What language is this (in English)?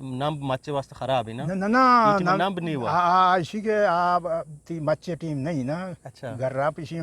Eastern Balochi